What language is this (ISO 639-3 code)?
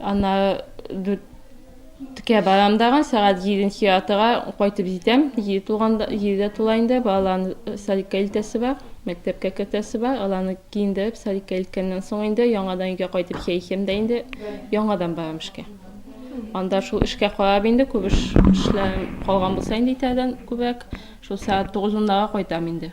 tat